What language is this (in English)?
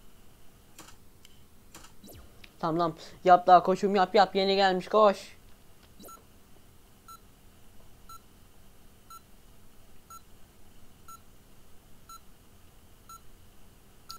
Turkish